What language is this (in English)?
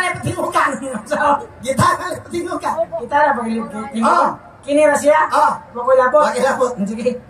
Cebuano